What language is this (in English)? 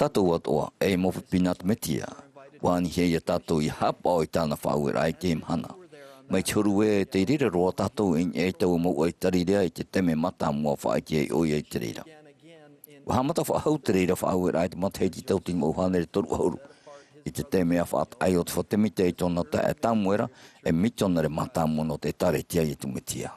Tahitian